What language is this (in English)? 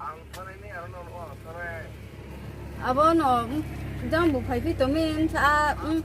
Riang (India)